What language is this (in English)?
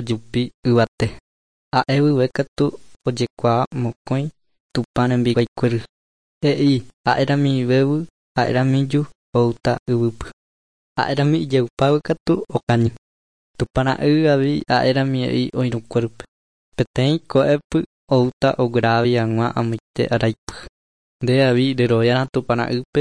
Guarani